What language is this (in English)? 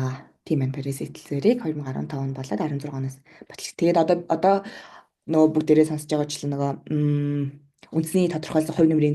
Mongolian